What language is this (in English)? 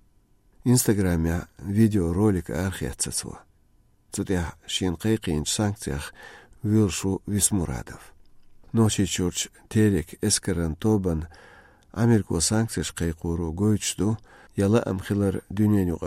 Chechen